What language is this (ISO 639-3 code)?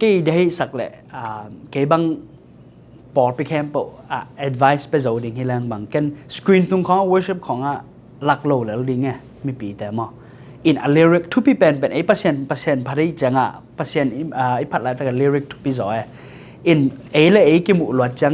ctd